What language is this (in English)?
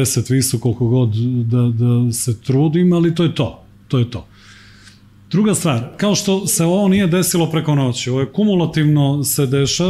Serbian